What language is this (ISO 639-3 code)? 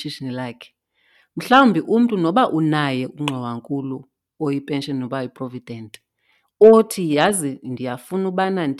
xho